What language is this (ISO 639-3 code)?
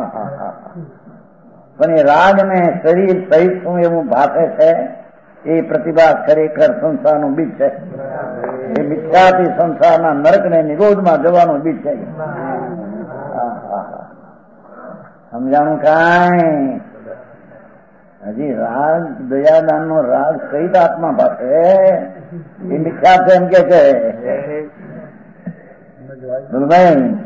guj